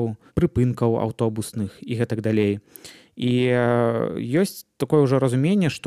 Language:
Belarusian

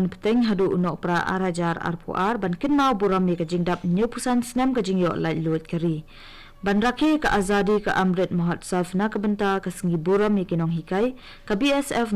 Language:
Khasi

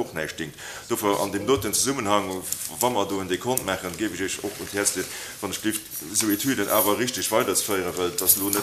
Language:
Luxembourgish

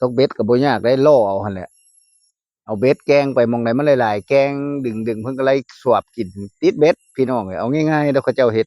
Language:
Northeastern Thai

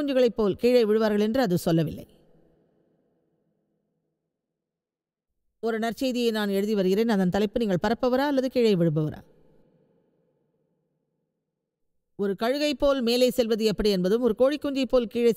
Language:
Tamil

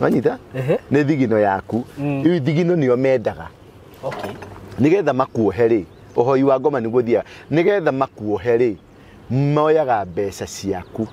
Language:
Kikuyu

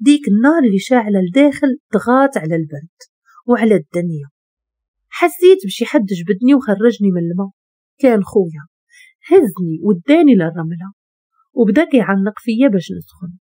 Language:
Moroccan Arabic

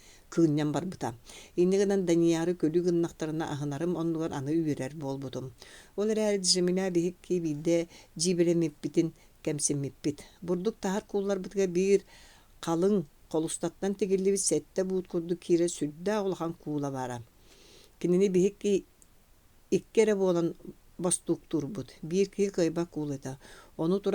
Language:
Yakut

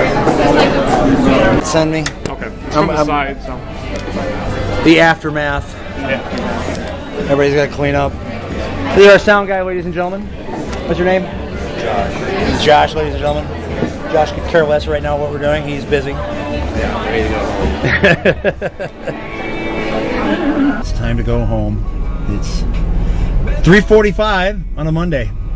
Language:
English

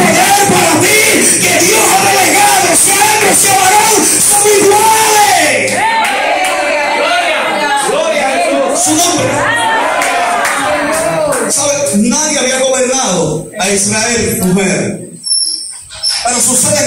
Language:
Spanish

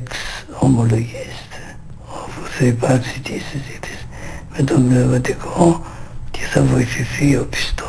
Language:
Greek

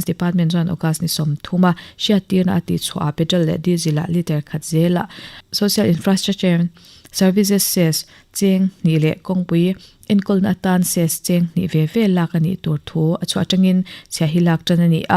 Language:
Mizo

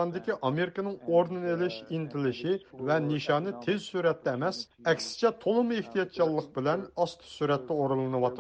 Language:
Uyghur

